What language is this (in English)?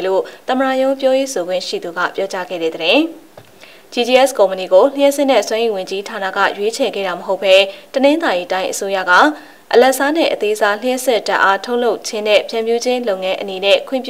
Burmese